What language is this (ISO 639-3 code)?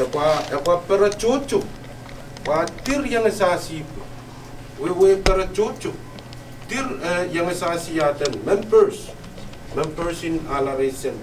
pon